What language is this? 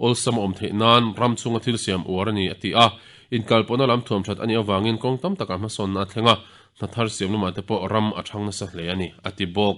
Mizo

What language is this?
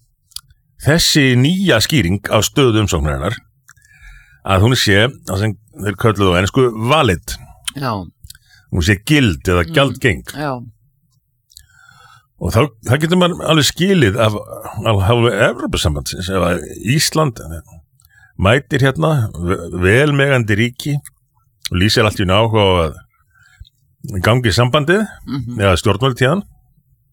Icelandic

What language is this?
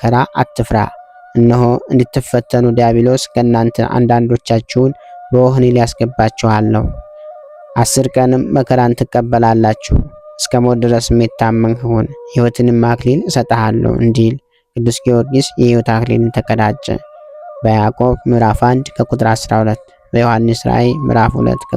Amharic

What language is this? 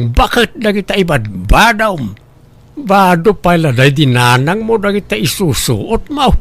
Iloko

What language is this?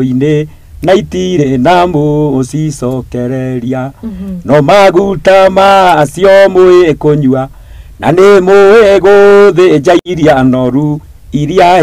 Kikuyu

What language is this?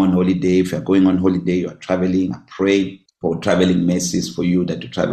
English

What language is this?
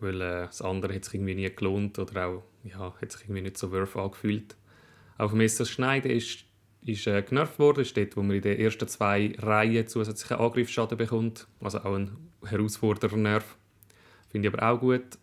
Swiss German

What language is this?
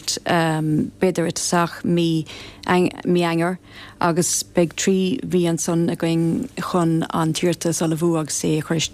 Irish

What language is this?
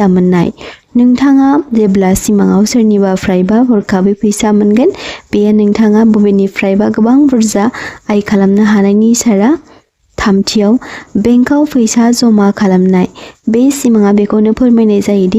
Bodo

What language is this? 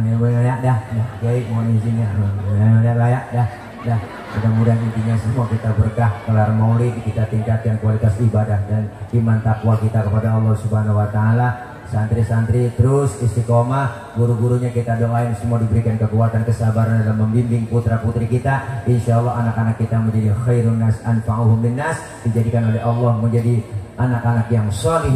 Betawi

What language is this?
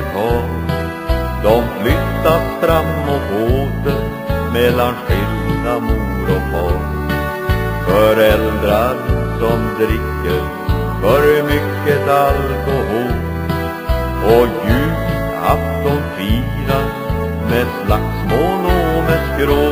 Swedish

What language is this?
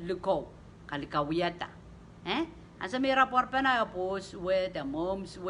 Pohnpeian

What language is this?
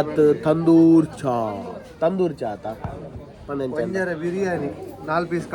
Tulu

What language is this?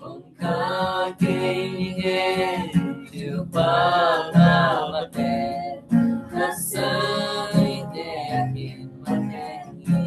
Tedim Chin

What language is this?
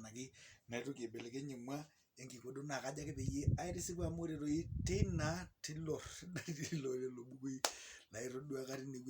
Masai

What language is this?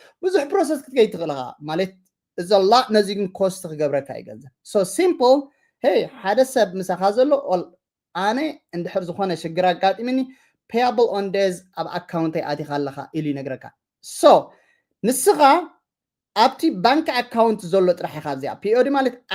Tigrinya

